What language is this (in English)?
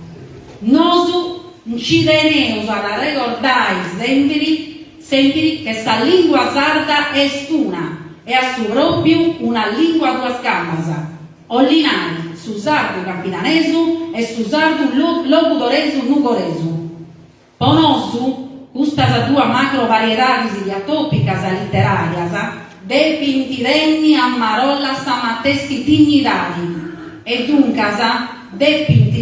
Sardinian